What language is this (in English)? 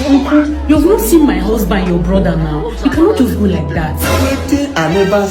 Nigerian Pidgin